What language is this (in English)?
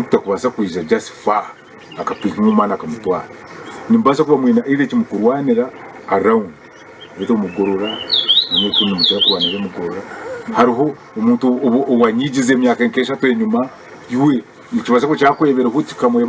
Nyankole